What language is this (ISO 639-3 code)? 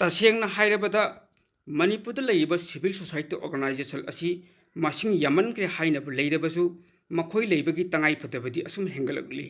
mni